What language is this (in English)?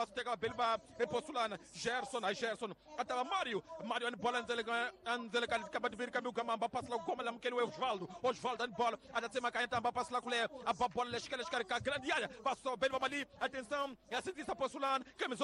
Tsonga